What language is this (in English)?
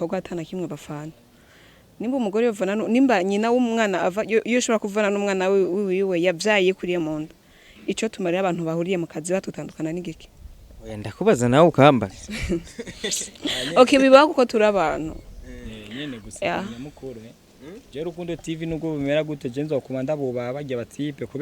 Rundi